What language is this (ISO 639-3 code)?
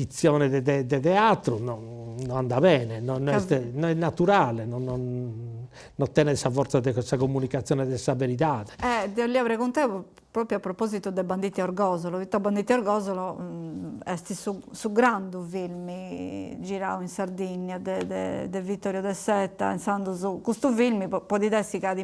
srd